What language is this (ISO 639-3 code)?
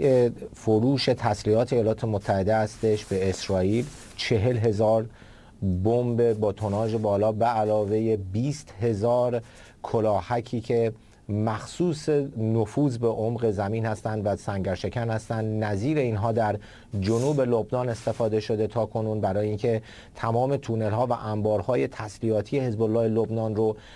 fas